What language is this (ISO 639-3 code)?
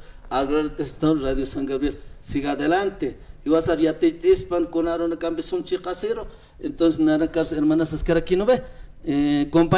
aym